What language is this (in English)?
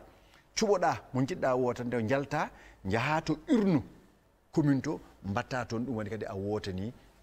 Fula